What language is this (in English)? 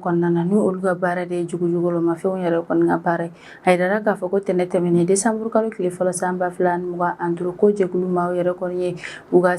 Bambara